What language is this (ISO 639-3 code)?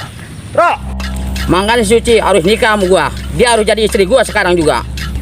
bew